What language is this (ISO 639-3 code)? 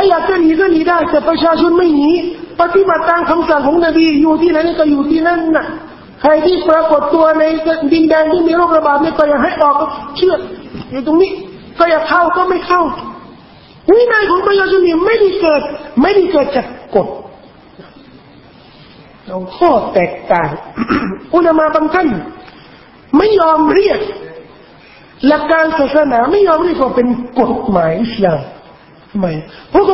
tha